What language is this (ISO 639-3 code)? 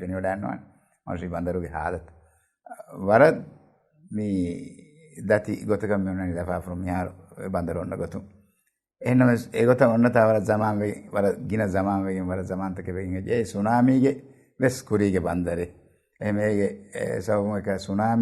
div